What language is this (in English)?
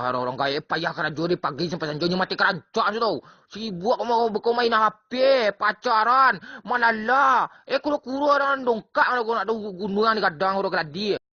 Minangkabau